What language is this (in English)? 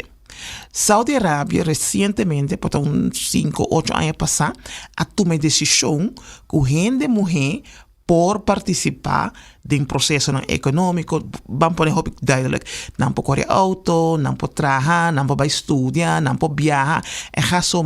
Papiamento